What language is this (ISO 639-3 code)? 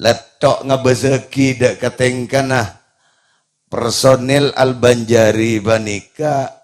mad